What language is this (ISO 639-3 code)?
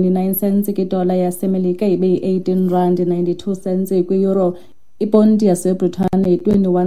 xho